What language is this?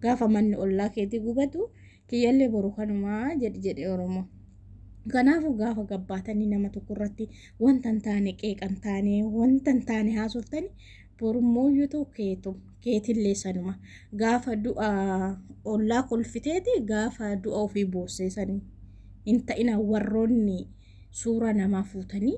Oromo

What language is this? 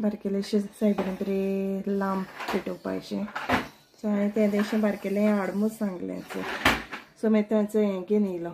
Konkani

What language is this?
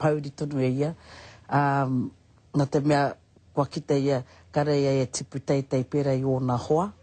Māori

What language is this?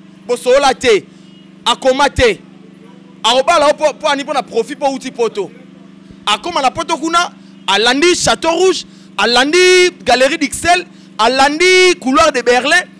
Lingala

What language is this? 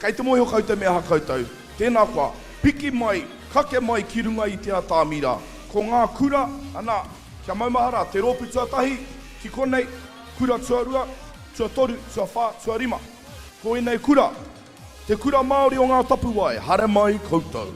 Māori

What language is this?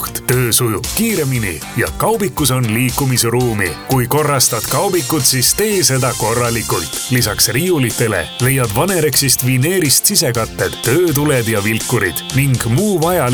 Estonian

